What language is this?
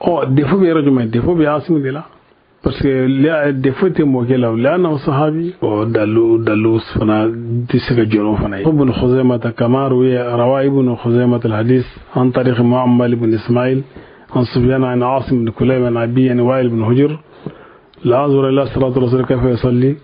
Bambara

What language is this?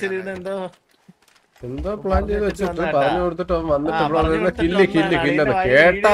Malayalam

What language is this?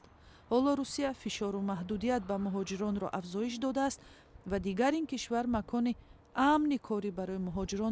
Tajik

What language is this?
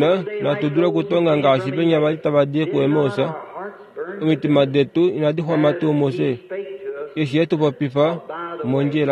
Kuanyama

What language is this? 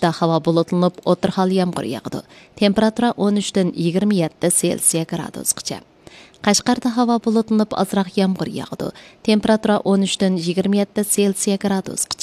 Uyghur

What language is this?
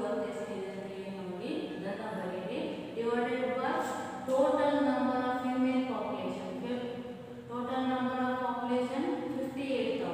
Kannada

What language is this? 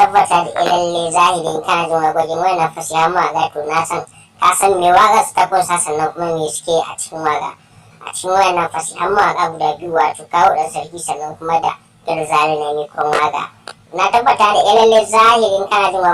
Hausa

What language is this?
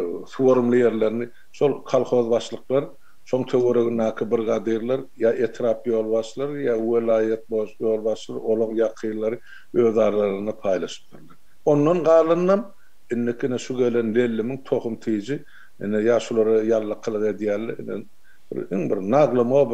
Turkmen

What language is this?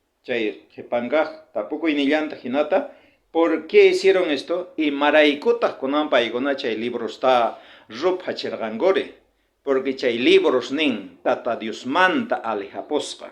South Bolivian Quechua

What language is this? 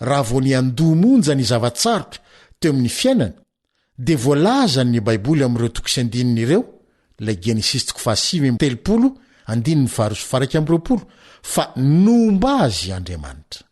Malagasy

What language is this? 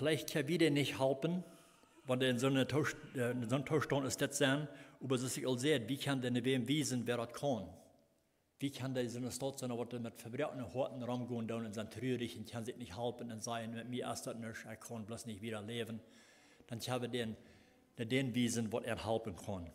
Plautdietsch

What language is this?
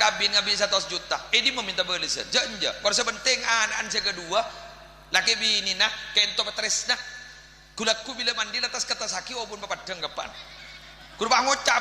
Madurese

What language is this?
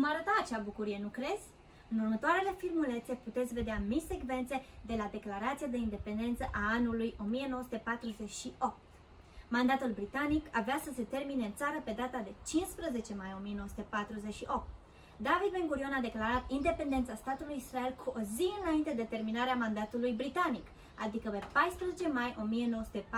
Romanian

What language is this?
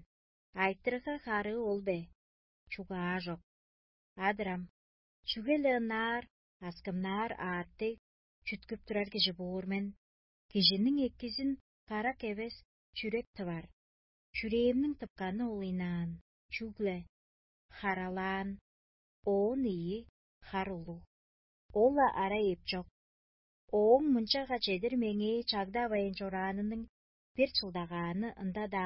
Tuvinian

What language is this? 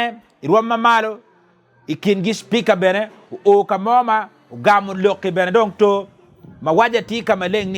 Acoli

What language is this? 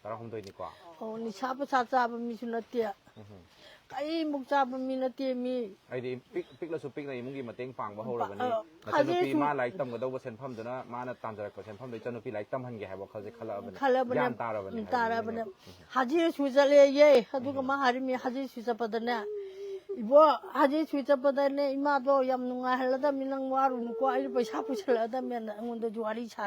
Manipuri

